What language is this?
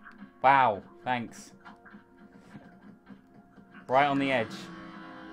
English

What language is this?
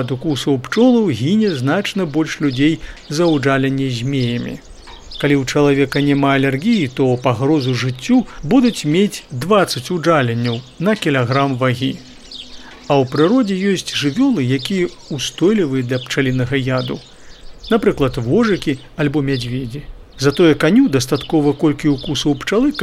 Belarusian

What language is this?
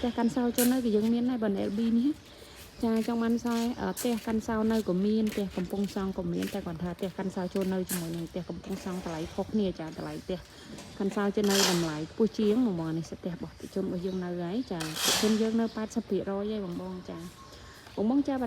Khmer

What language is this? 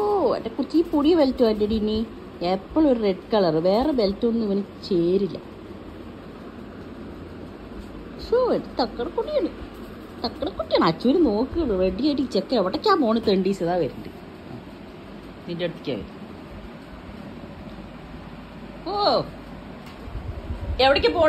Malayalam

